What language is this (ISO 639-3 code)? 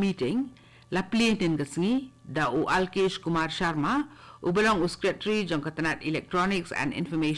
kha